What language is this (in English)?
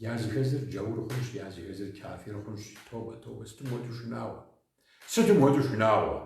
Kabardian